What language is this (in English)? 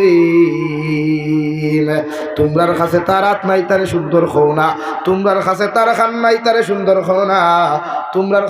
Sylheti